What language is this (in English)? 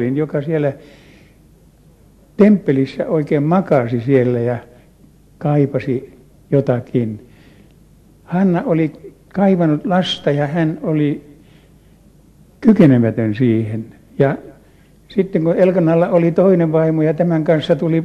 Finnish